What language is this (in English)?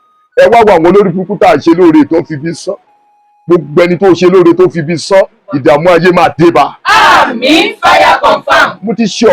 Yoruba